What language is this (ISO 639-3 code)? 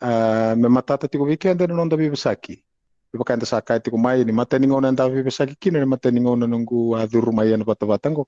fij